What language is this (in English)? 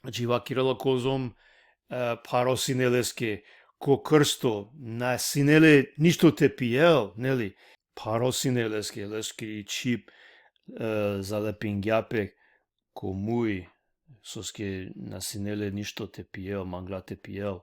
Balkan Romani